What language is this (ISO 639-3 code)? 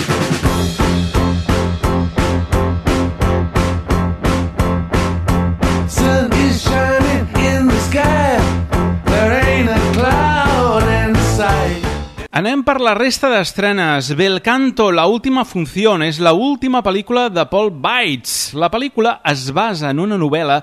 cat